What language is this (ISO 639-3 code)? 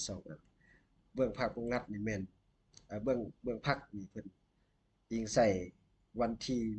lao